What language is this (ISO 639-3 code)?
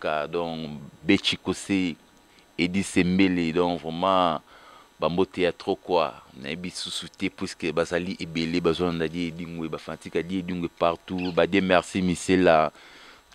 lin